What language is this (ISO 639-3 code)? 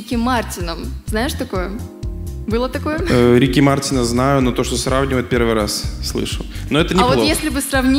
rus